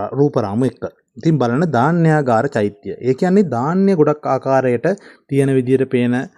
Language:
Sinhala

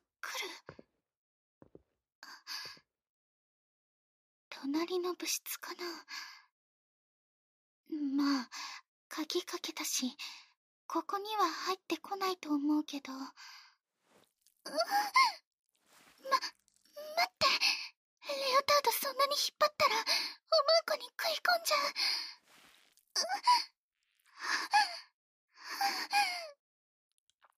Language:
Japanese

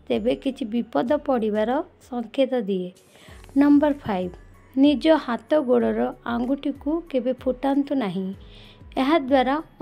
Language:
Odia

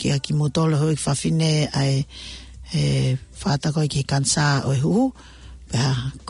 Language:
Tongan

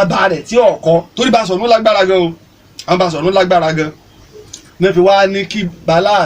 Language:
Yoruba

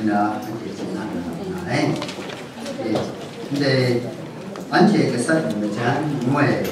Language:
Kachin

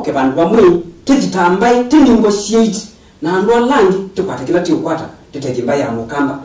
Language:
Kamba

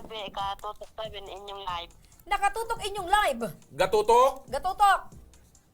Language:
Bikol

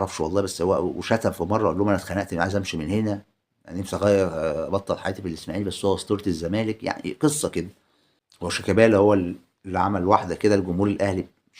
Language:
Egyptian Arabic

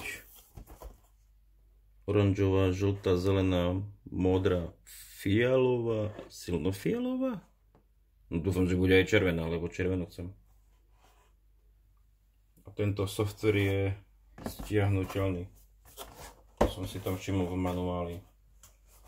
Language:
Slovak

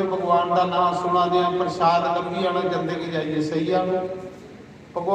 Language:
Dogri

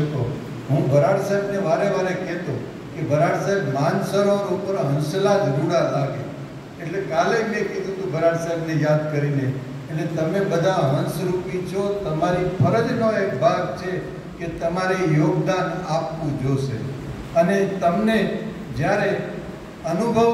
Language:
Gujarati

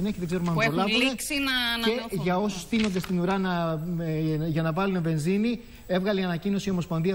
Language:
Greek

